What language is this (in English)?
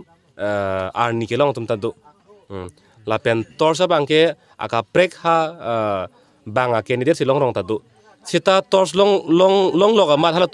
Karbi